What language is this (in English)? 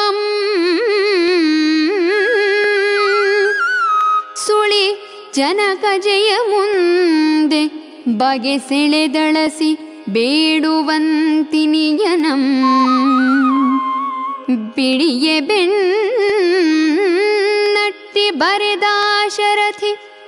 Kannada